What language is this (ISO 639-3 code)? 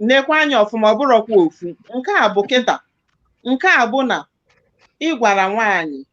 ibo